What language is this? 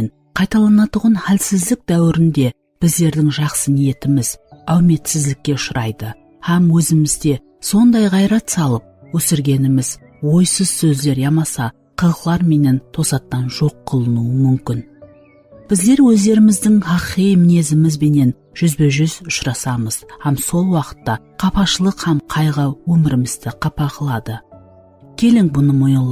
Kara-Kalpak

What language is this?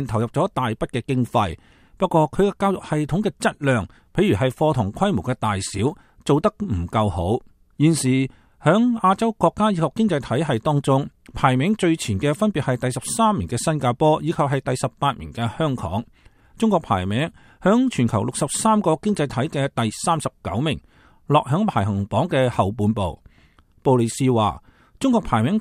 Cantonese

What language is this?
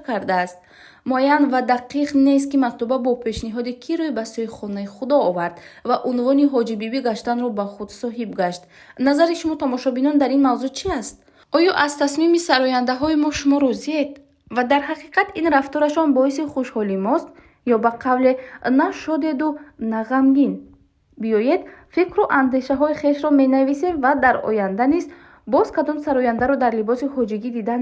Tajik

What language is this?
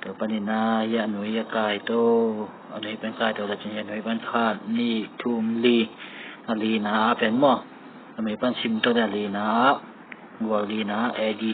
Tedim Chin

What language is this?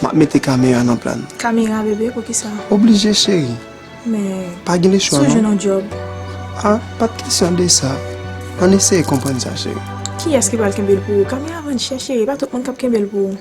Haitian Creole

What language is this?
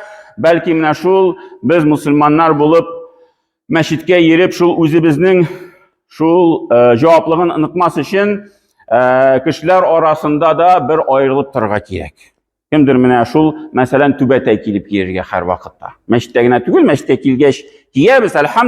Tatar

